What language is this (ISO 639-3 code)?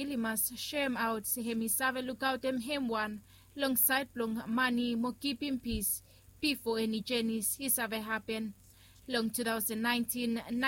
bis